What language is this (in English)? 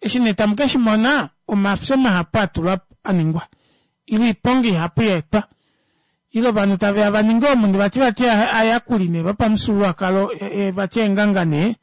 Kuanyama